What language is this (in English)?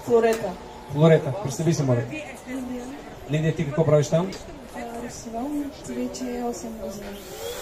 Bulgarian